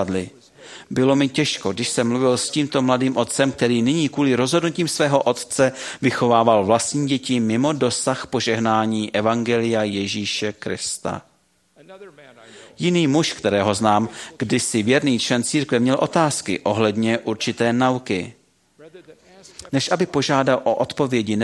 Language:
Czech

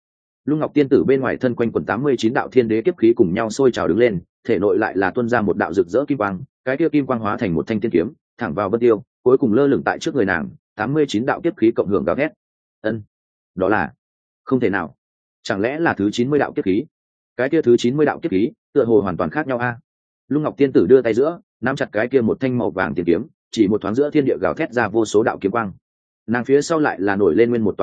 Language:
Vietnamese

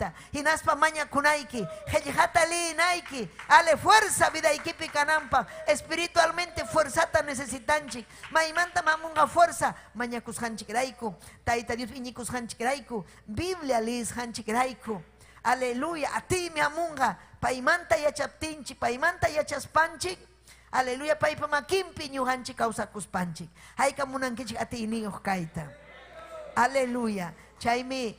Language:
Ayacucho Quechua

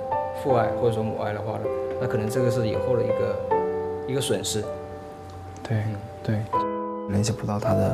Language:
Chinese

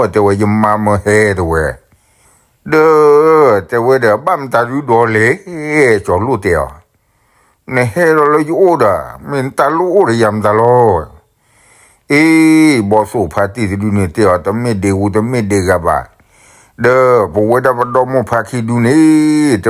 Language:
S'gaw Karen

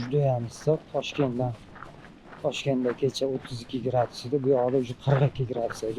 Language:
Uzbek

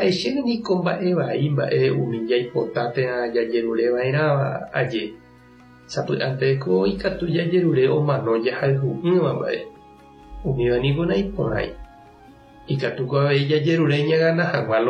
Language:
Guarani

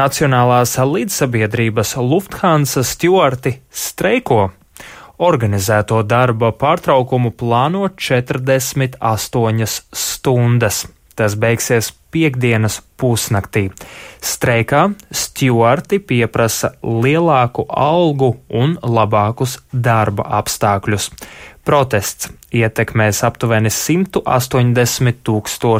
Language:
Latvian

